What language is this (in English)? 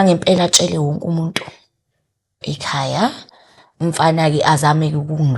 Zulu